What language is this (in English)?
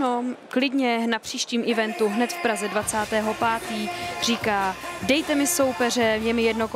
Czech